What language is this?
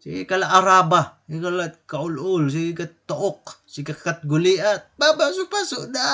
Waray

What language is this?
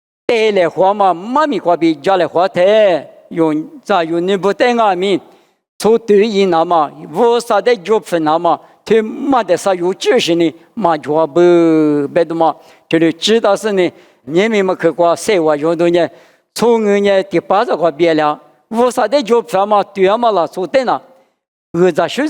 Lisu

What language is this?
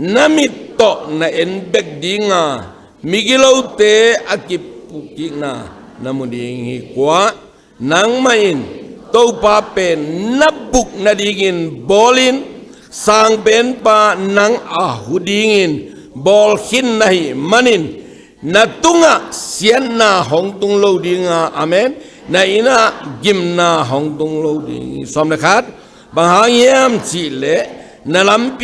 Tedim Chin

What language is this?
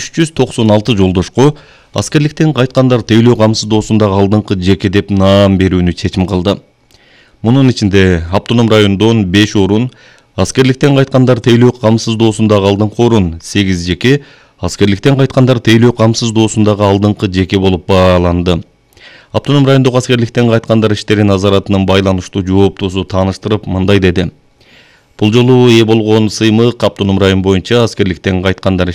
Kyrgyz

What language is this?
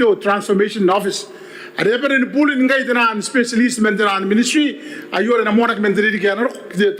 Gilbertese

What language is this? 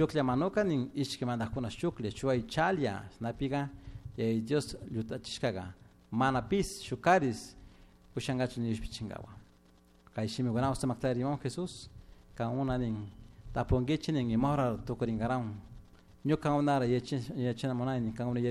Chimborazo Highland Quichua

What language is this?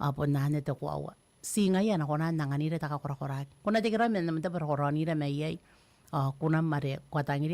Gilbertese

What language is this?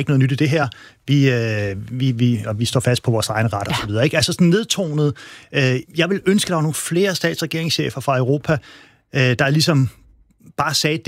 Danish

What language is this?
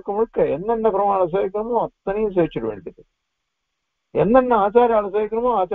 Tamil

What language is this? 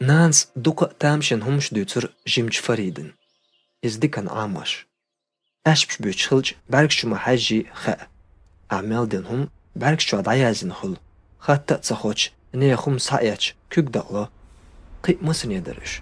Chechen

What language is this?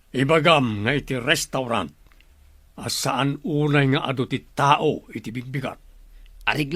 Iloko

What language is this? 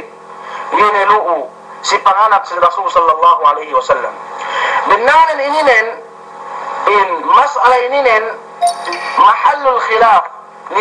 Yakan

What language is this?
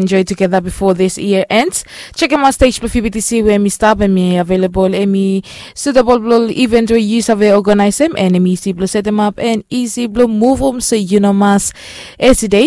Bislama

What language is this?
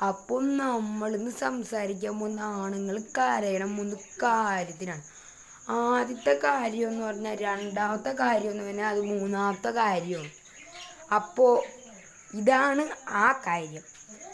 Malayalam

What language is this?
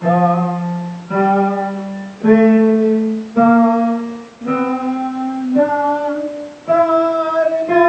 Santali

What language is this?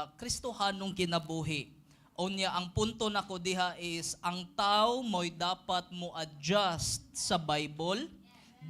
Cebuano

